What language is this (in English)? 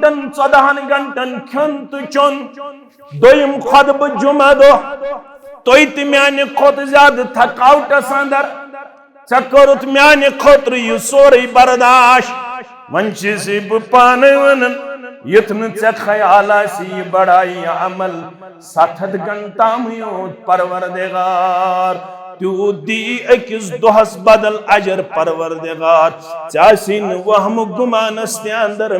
Kashmiri